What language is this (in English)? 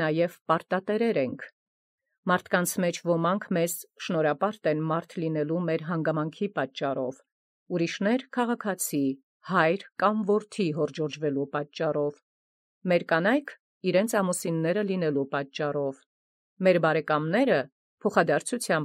Armenian